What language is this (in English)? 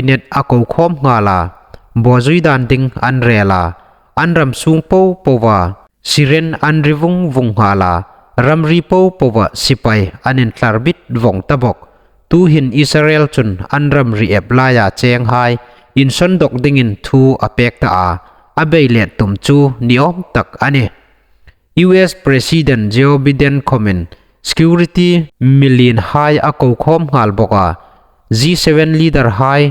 Hmar